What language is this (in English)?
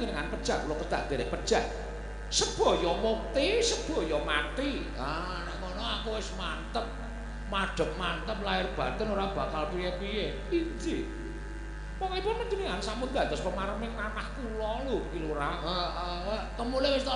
Javanese